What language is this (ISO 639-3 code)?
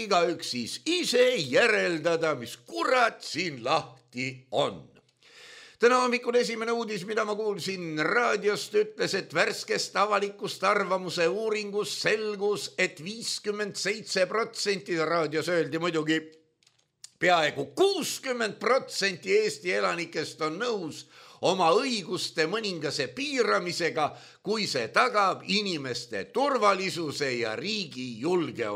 est